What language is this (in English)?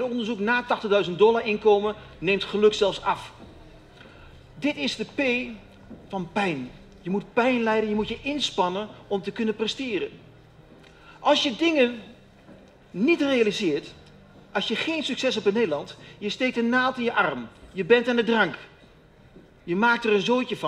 Dutch